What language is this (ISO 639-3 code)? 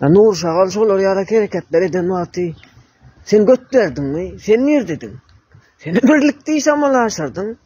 tuk